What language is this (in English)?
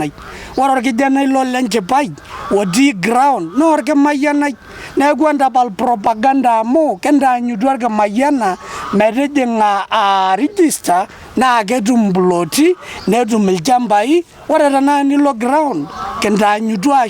Masai